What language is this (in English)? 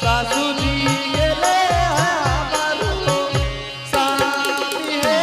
Angika